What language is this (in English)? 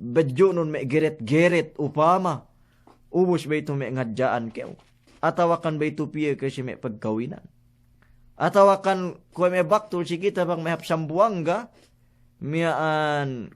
Yakan